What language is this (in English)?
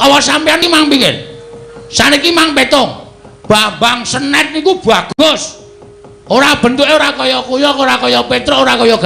Javanese